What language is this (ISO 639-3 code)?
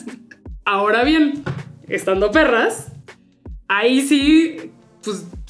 spa